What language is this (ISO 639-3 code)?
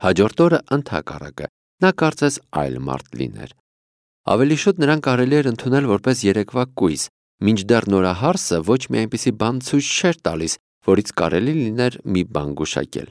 hye